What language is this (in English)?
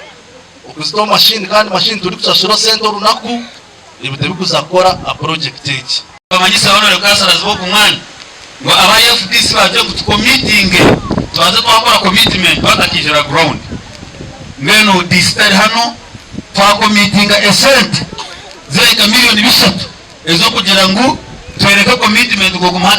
Nyankole